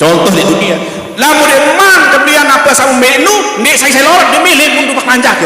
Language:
Sasak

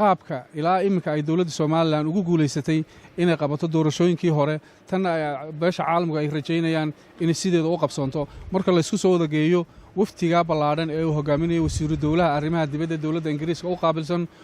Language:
Somali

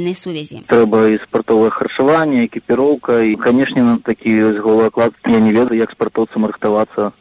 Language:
Belarusian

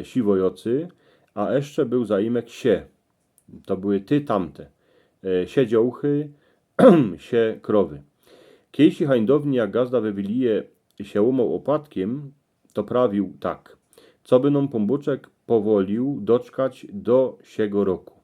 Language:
Silesian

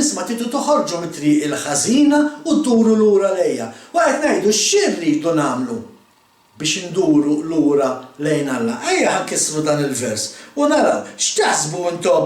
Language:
Maltese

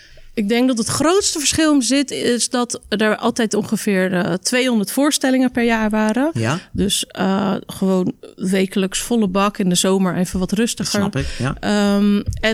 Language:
Dutch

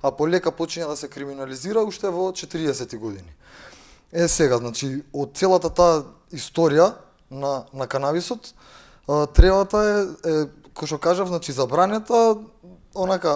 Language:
Macedonian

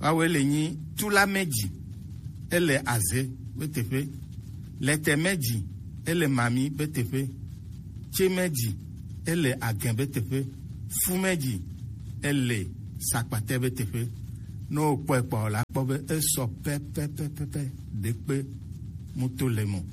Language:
Gen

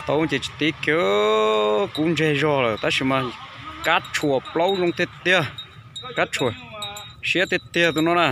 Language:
Hmong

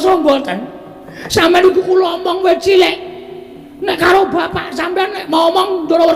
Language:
Javanese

